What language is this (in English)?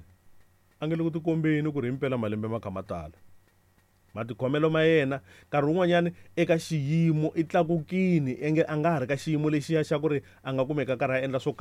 Tsonga